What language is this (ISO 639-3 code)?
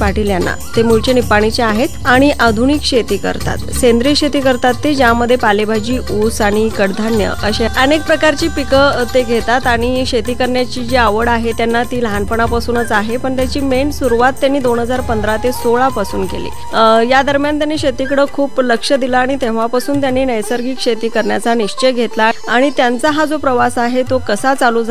mar